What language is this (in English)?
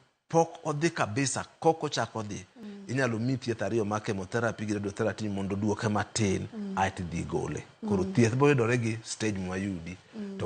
Luo (Kenya and Tanzania)